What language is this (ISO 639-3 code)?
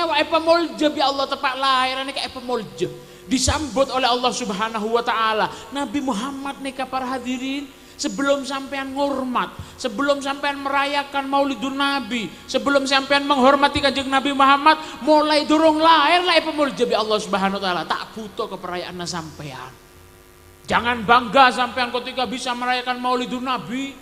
mad